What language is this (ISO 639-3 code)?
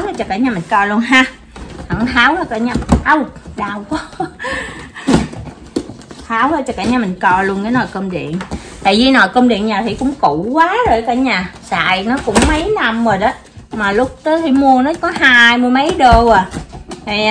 vie